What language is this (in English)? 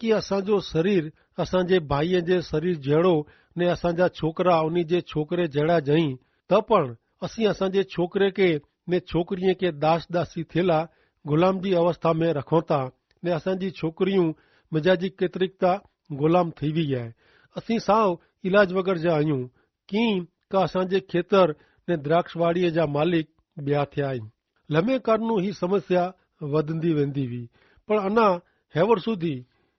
Kachhi